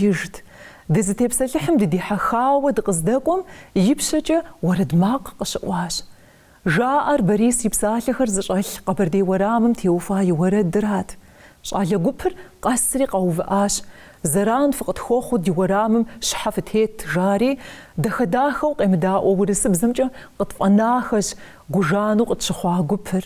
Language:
Kabardian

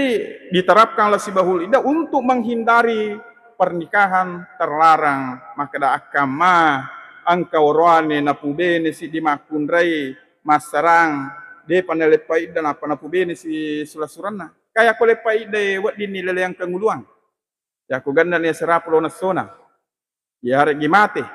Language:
Buginese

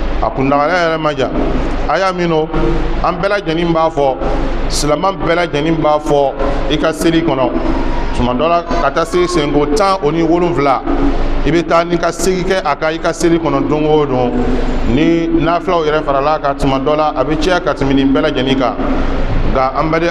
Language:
Bambara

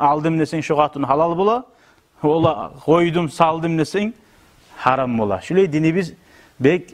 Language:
Kumyk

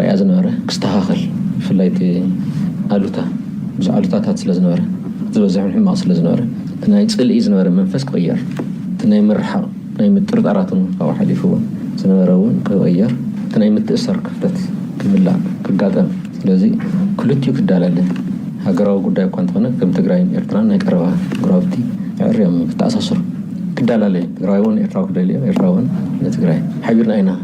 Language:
Tigrinya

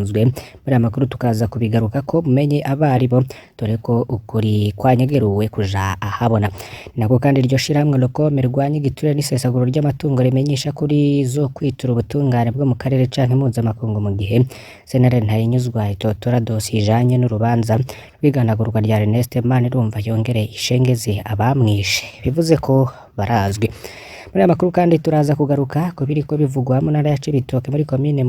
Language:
Rundi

